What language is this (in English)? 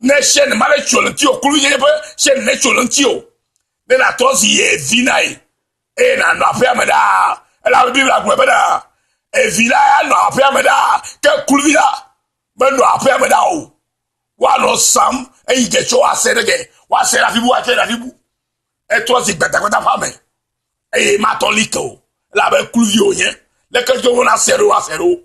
Ewe